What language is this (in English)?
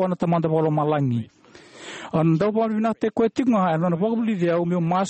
Fijian